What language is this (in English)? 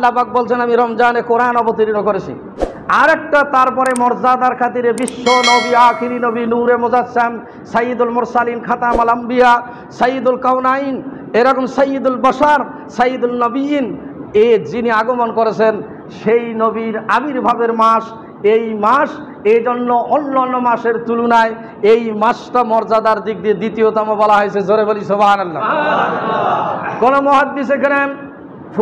Bangla